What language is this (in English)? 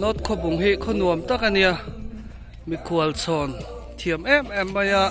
Mizo